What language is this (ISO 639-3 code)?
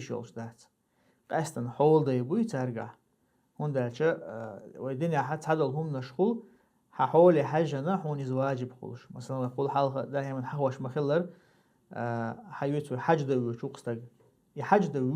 che